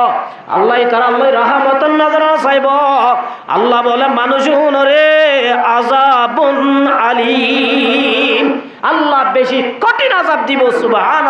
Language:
Rohingya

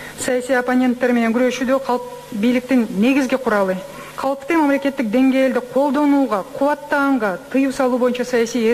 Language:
Kyrgyz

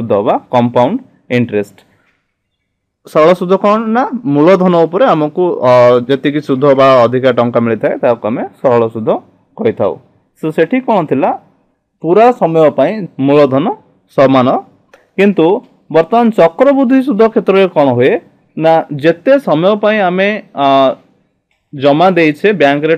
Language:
Odia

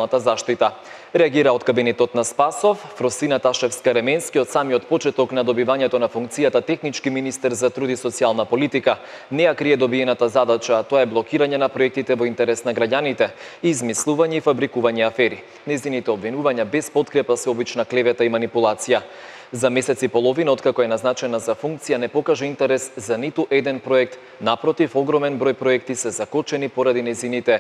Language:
Macedonian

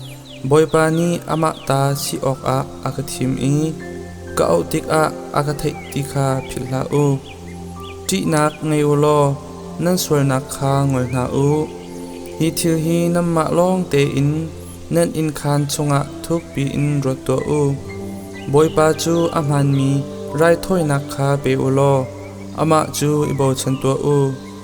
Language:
Hakha Chin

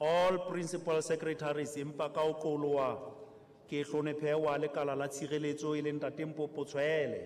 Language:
Southern Sotho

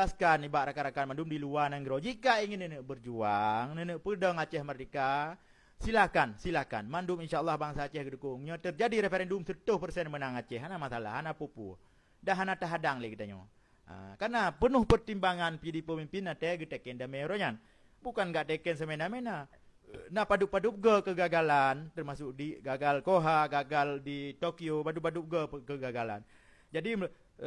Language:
Achinese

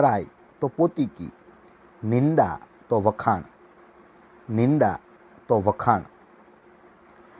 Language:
Gujarati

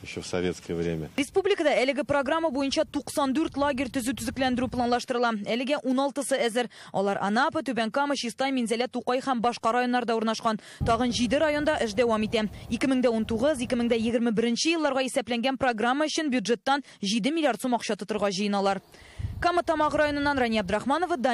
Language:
Tatar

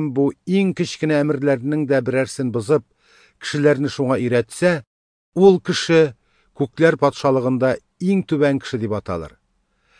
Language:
Tatar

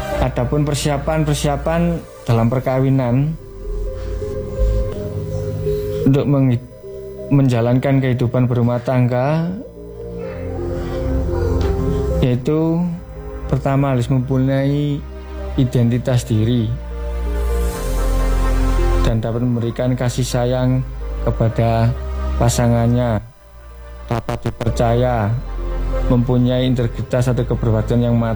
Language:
Indonesian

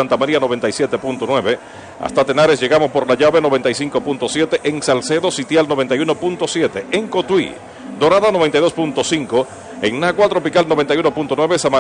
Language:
Spanish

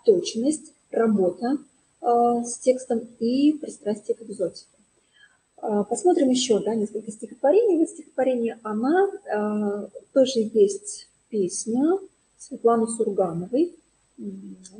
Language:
Russian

